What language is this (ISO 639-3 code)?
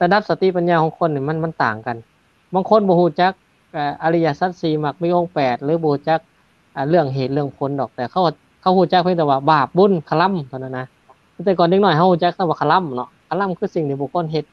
lao